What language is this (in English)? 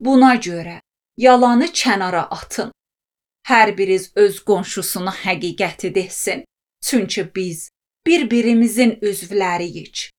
Azerbaijani